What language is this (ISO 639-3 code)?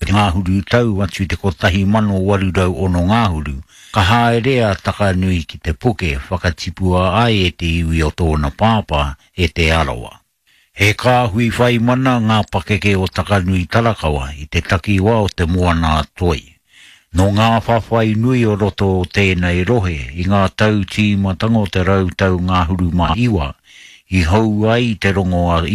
mri